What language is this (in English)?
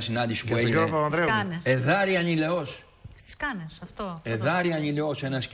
Greek